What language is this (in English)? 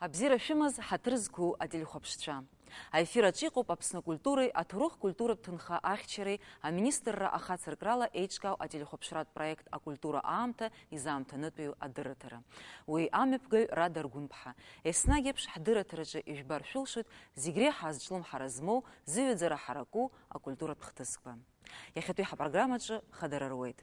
Abkhazian